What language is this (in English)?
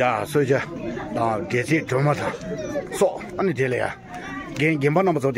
Tibetan